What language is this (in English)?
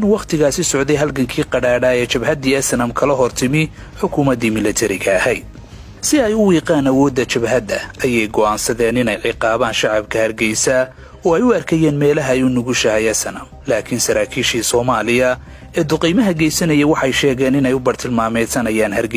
Somali